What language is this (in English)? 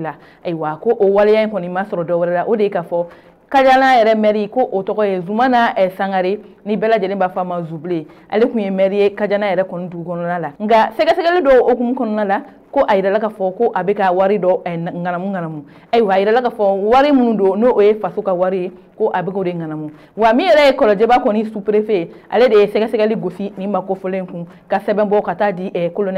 Bambara